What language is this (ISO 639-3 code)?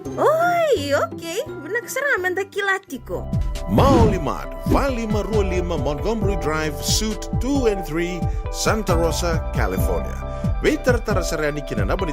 fij